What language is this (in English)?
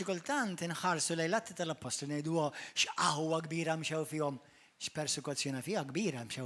Maltese